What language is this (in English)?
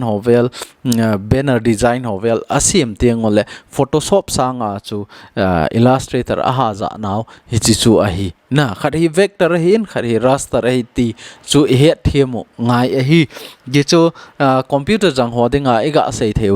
Thado Chin